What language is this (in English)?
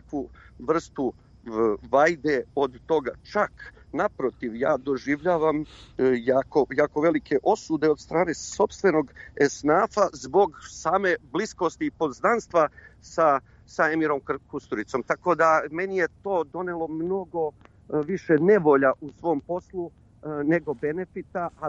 Serbian